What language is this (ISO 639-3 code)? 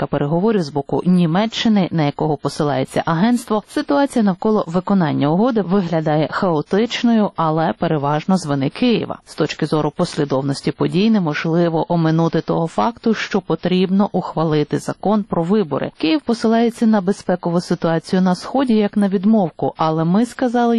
ukr